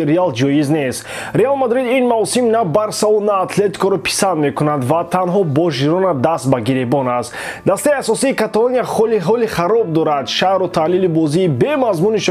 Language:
Tajik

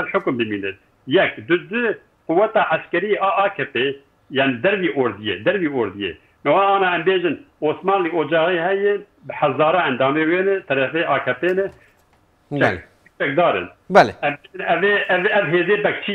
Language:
Kurdish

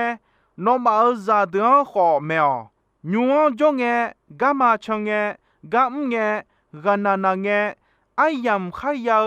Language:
Akha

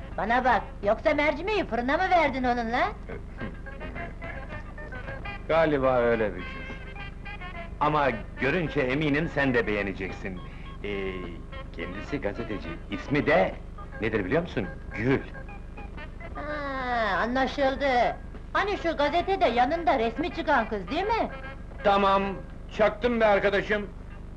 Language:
Turkish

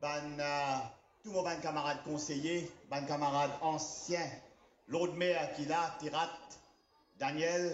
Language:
Morisyen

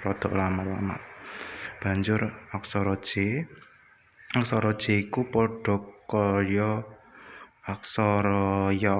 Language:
Javanese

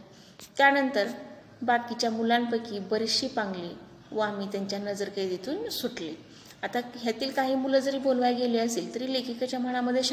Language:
Marathi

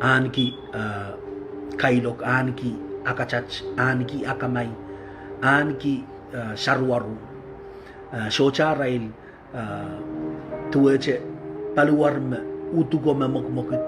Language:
Pohnpeian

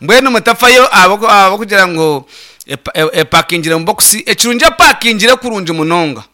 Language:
Nyankole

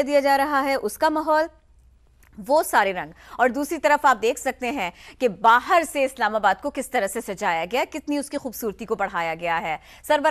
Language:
Urdu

